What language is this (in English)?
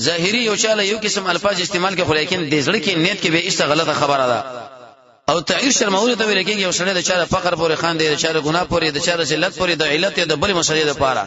Pashto